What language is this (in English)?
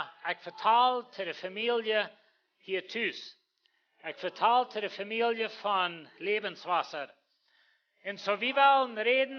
Plautdietsch